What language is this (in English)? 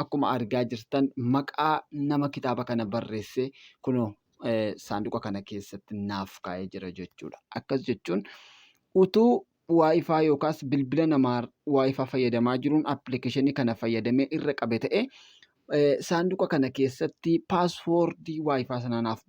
Oromo